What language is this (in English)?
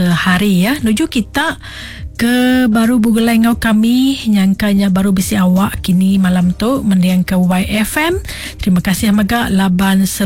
Iban